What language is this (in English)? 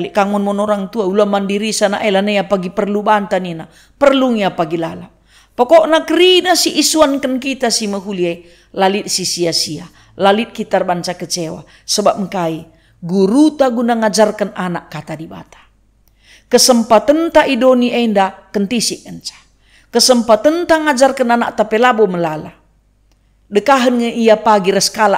Batak Karo